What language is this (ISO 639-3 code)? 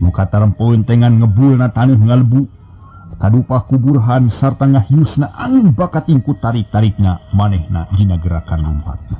sun